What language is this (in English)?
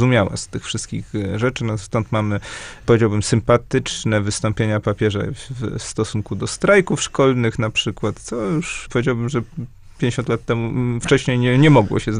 Polish